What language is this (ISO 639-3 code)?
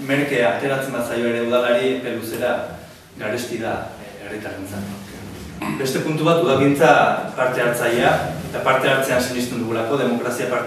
eus